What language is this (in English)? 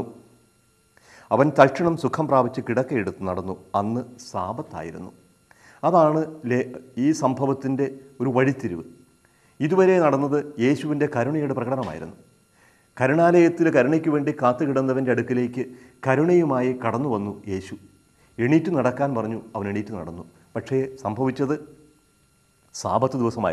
Malayalam